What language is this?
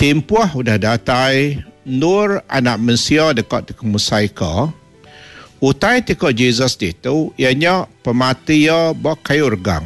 Iban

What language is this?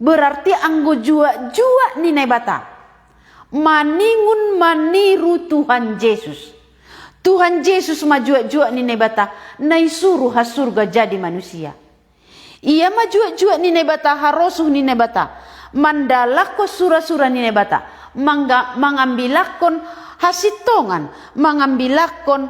Batak Simalungun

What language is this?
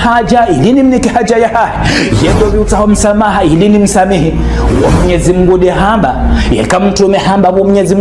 Ngazidja Comorian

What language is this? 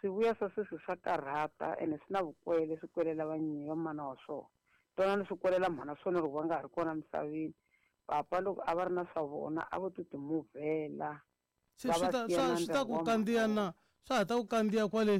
Tsonga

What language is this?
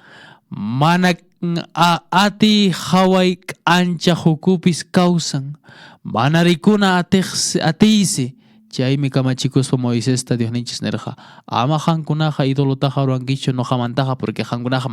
Quechua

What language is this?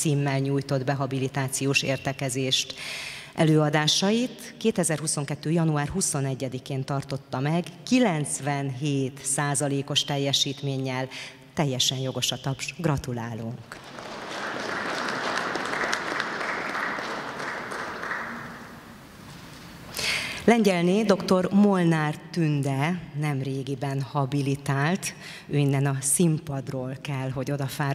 Hungarian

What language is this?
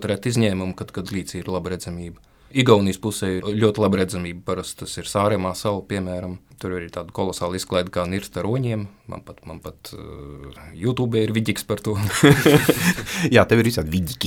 Latvian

